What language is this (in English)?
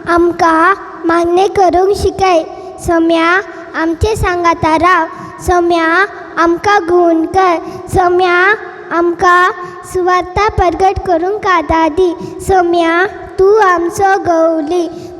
Konkani